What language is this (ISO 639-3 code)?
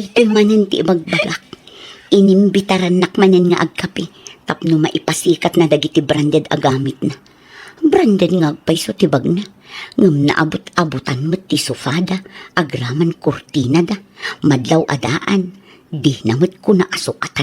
ilo